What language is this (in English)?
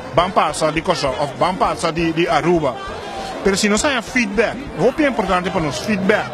Papiamento